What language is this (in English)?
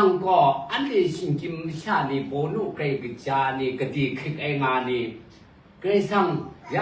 Kachin